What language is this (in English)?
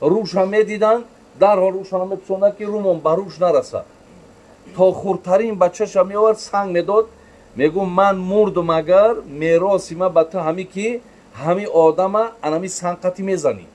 Tajik